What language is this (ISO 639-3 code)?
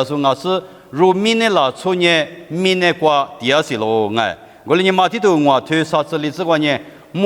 lis